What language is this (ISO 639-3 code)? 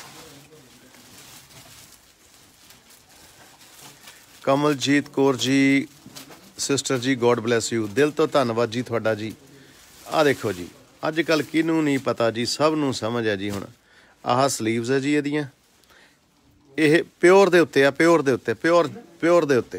pan